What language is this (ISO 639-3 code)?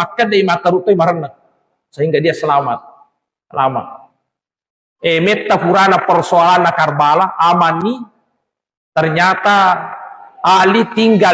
bug